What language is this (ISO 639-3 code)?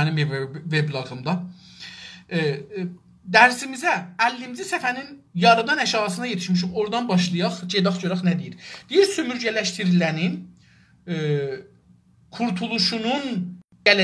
azb